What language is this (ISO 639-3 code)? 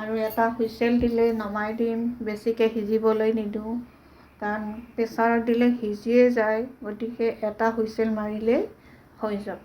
asm